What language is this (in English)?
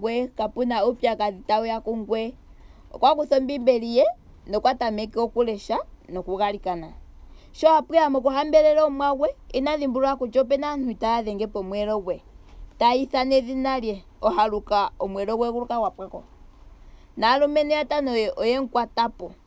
Ndonga